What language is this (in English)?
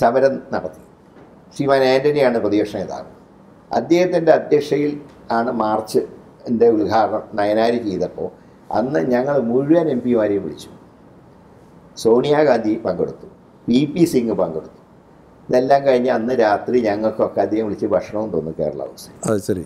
Malayalam